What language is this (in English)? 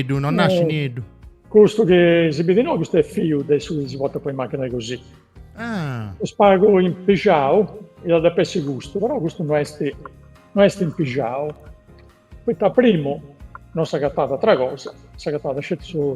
Sardinian